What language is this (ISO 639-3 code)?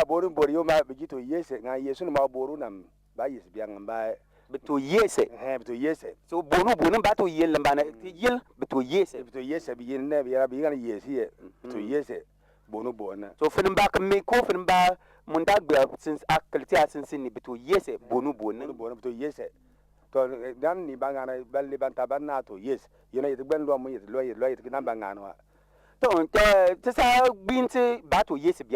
bim